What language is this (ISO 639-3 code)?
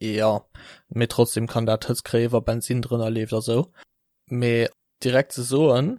ltz